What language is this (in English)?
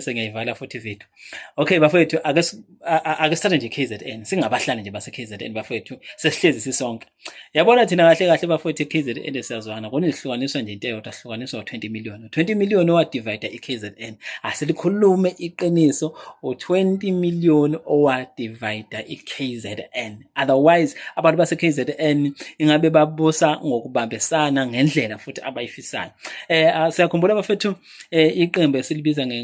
Zulu